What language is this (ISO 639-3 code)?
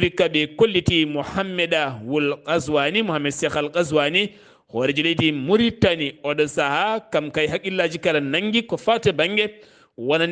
ful